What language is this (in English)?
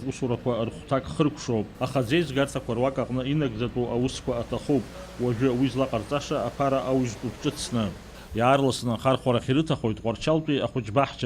Abkhazian